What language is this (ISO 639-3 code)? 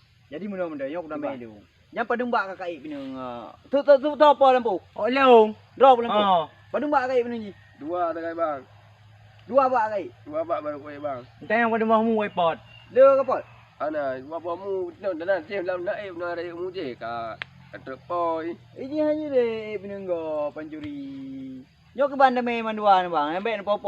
ace